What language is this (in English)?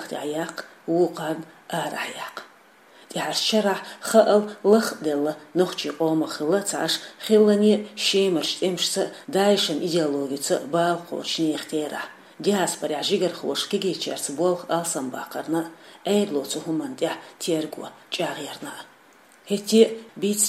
Chechen